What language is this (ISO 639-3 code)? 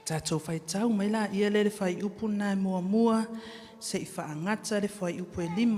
smo